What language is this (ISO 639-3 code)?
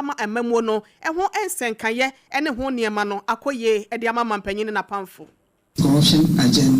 aka